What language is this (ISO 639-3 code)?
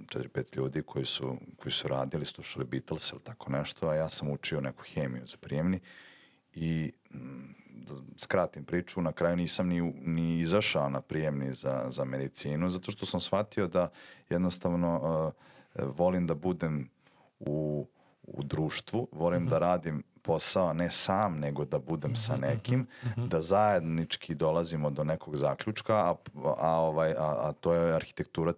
srp